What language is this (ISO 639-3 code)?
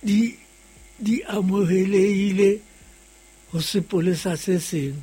sot